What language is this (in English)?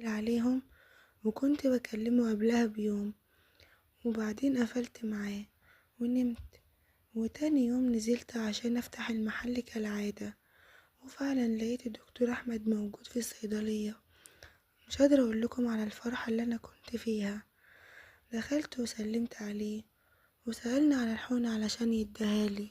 Egyptian Arabic